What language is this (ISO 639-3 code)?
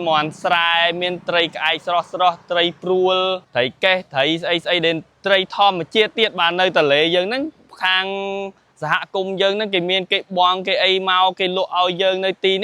khm